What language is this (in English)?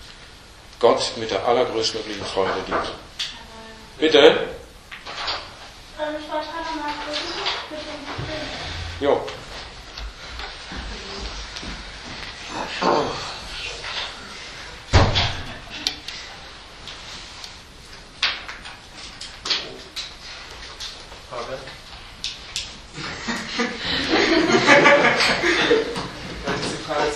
German